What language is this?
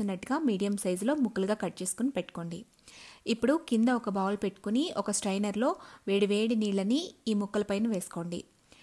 Telugu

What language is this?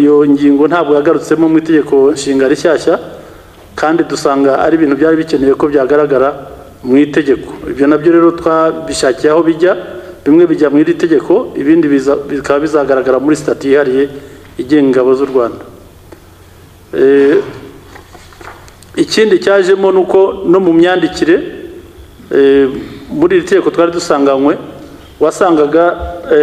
Kinyarwanda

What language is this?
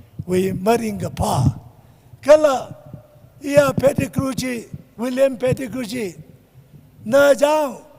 Tangkhul Naga (India)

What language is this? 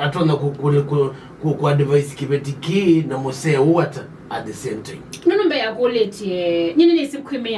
Kamba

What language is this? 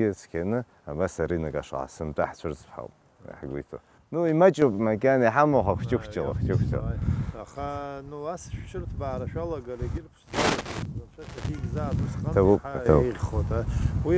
Abkhazian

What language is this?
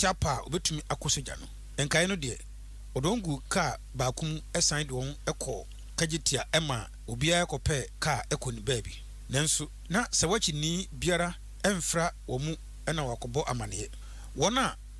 Akan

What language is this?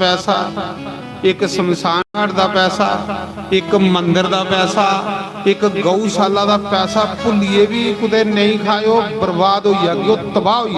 Dogri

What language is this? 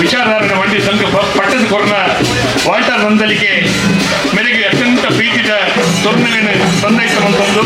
Tulu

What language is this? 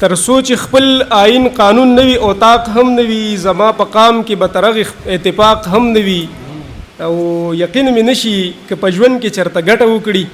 Pashto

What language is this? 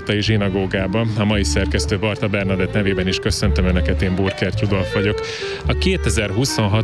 Hungarian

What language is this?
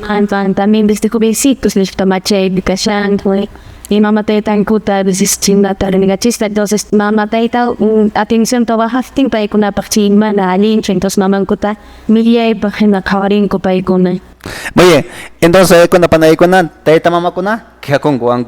Quechua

